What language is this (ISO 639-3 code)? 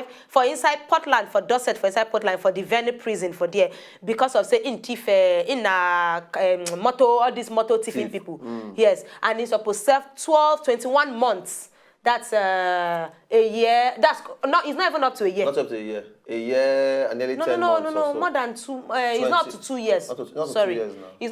pcm